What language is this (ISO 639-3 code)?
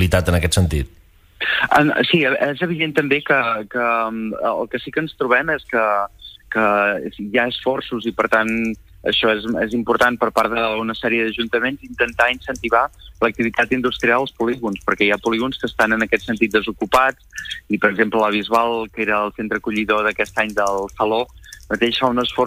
cat